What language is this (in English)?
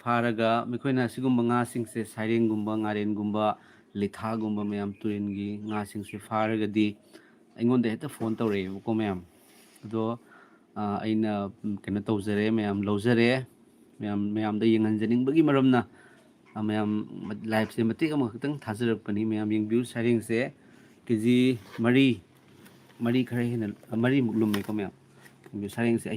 Manipuri